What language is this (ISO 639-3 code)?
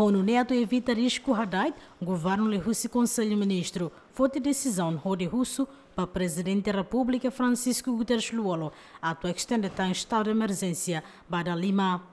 tet